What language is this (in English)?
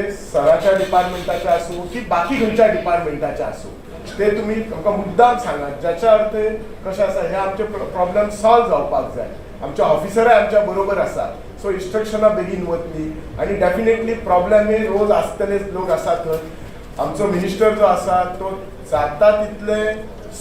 Konkani